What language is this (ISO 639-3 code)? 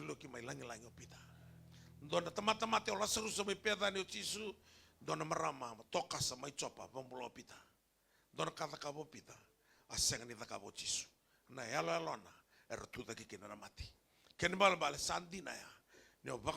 fij